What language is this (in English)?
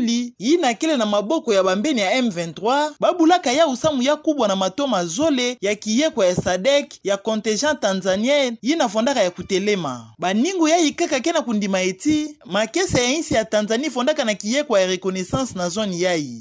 Kituba (Democratic Republic of Congo)